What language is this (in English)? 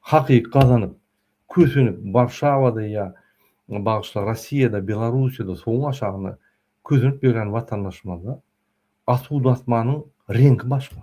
Turkmen